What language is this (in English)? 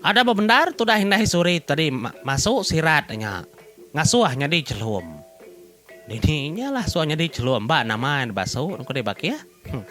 Iban